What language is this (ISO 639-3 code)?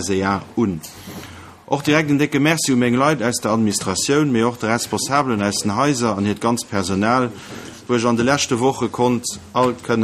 ltz